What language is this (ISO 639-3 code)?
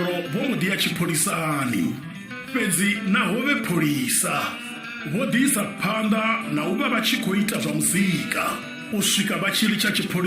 ven